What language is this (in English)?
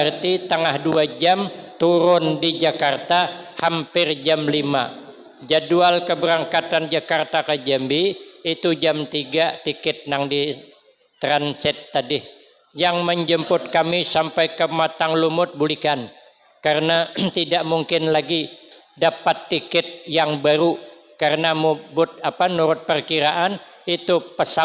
Banjar